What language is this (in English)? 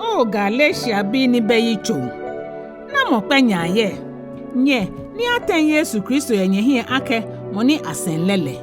Ga